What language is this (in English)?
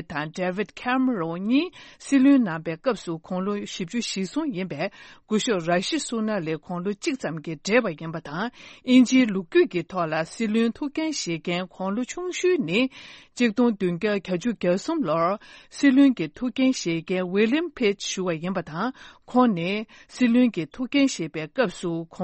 Tibetan